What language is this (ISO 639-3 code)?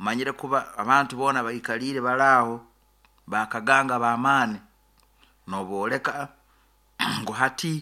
nyo